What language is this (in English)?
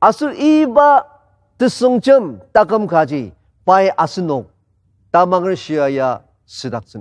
Ao Naga